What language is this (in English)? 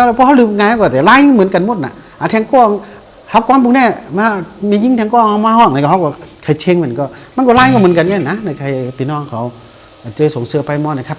Shan